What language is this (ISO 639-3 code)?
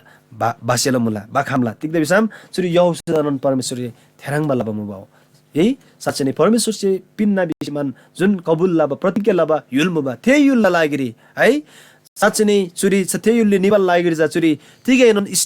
taj